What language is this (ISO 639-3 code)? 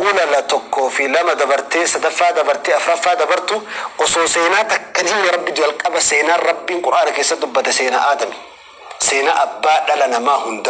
orm